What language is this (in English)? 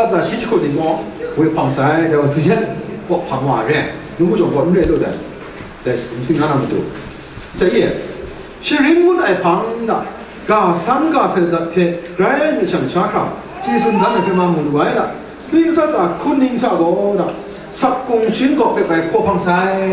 Kachin